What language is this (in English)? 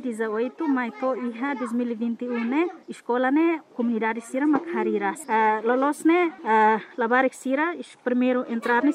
Tetum